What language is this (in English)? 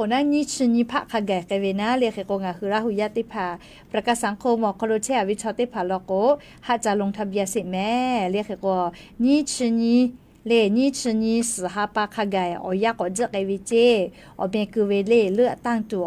Lahu